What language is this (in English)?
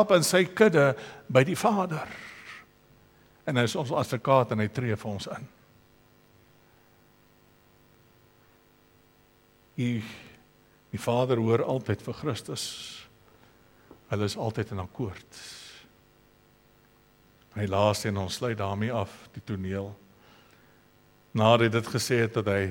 Afrikaans